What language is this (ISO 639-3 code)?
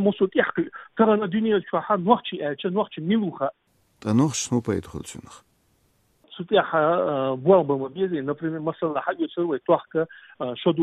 che